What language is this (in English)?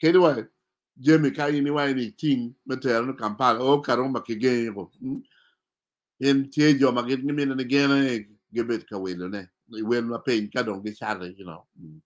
Acoli